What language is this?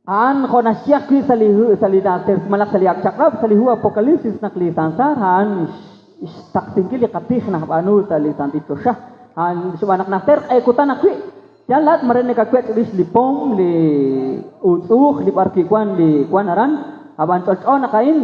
Kekchí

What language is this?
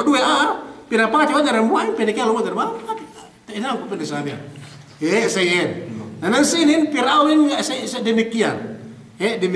Yakan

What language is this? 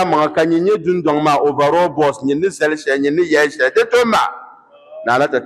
Dagbani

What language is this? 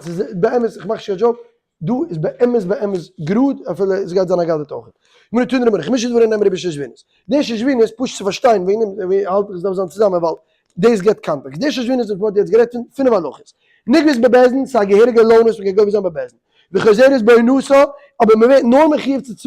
Yiddish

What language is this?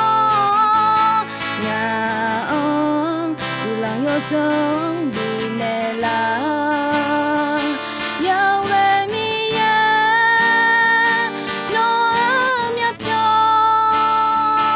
Akha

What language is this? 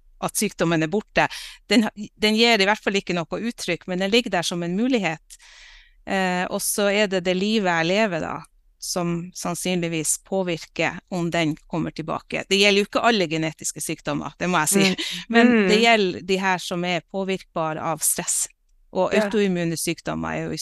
Norwegian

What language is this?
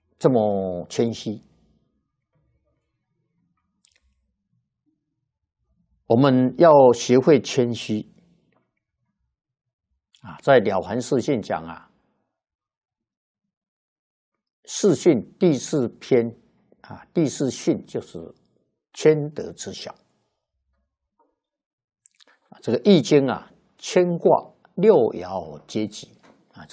Chinese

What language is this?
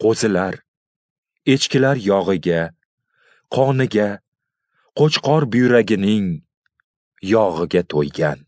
Uzbek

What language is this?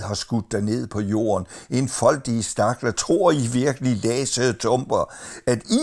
Danish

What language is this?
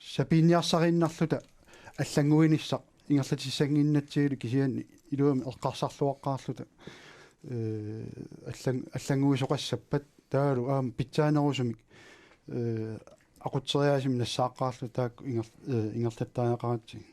Kalaallisut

